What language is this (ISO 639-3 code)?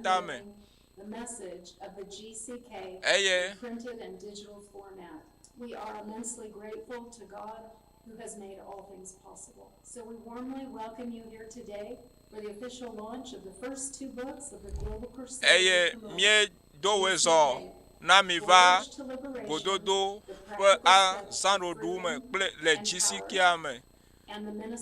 ewe